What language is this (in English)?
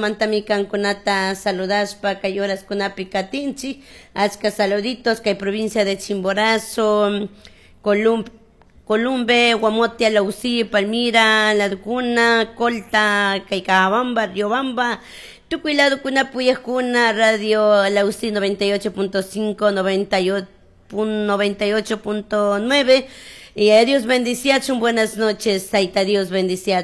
Chimborazo Highland Quichua